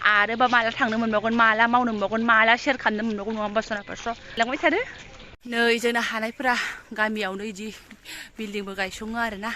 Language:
Bodo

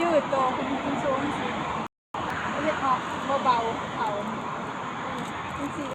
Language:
Lao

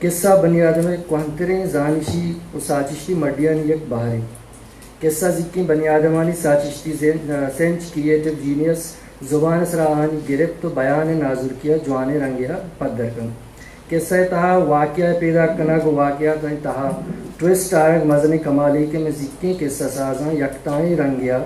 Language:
Eastern Balochi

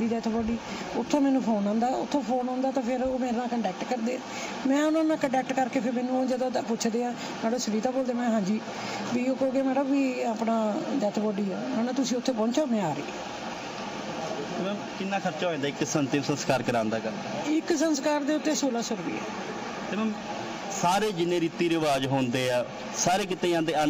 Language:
Punjabi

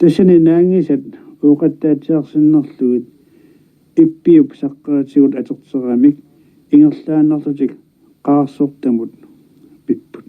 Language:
Kalaallisut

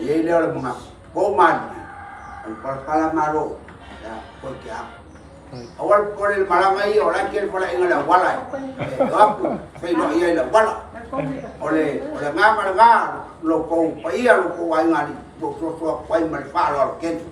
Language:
Samoan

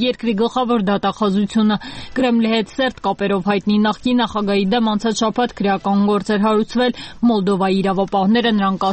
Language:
Armenian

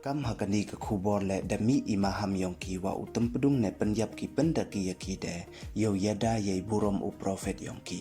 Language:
Pnar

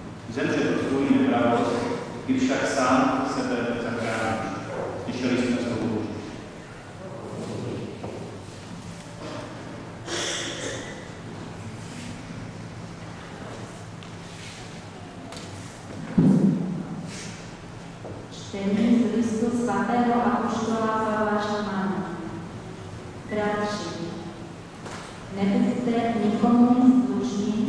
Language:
Czech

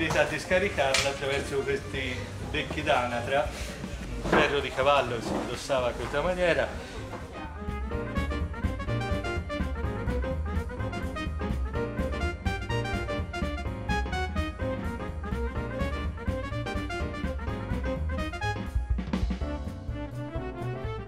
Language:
Italian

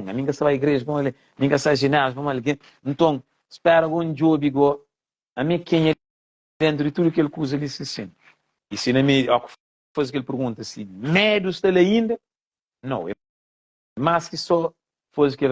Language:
Kabuverdianu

